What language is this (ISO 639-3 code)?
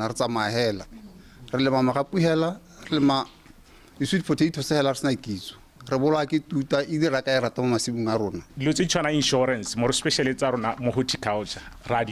tsn